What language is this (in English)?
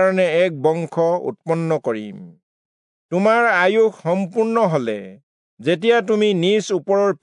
Assamese